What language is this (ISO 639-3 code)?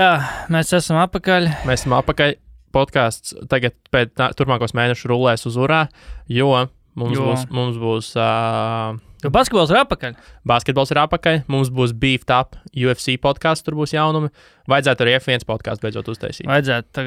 lav